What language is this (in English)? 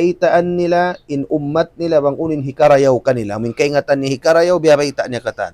Tausug